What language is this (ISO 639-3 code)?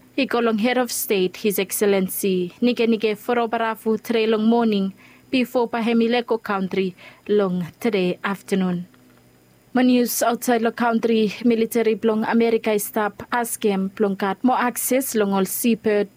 bis